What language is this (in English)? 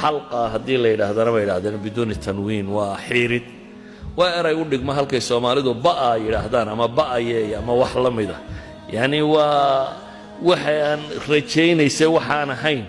Somali